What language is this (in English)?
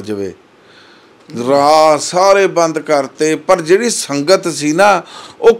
Punjabi